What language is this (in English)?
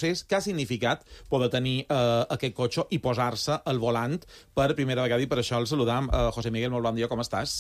Catalan